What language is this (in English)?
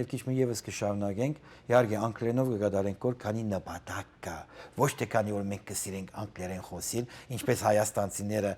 Western Armenian